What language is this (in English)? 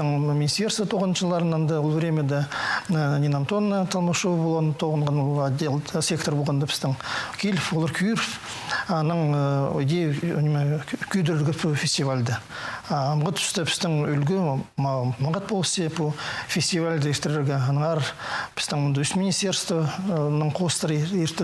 Khakas